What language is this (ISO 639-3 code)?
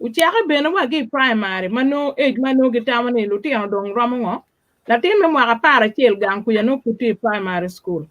ach